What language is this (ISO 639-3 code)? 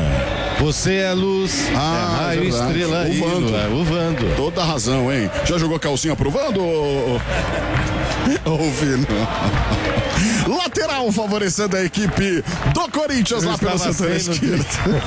por